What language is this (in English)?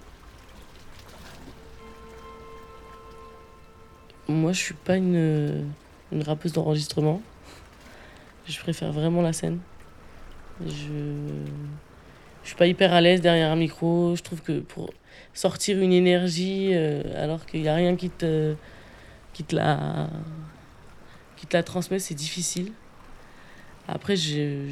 French